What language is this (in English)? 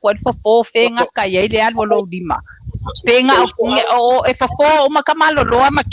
Samoan